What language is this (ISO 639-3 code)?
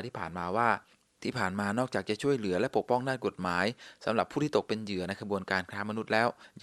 tha